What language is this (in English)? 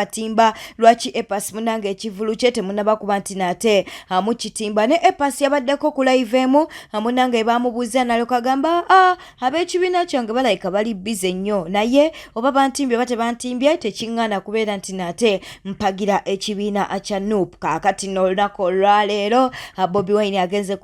Ganda